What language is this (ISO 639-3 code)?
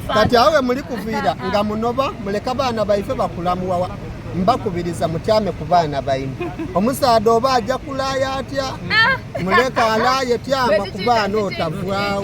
xog